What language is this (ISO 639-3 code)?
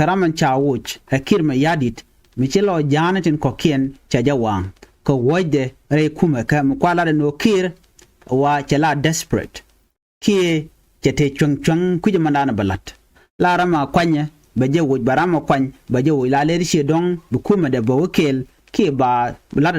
nus